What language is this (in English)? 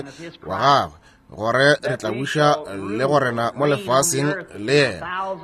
Northern Sotho